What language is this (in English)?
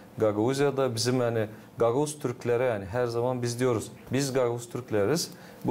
Gagauz